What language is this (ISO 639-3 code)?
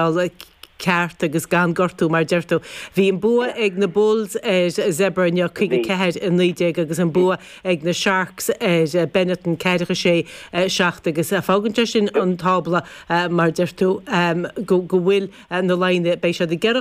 gle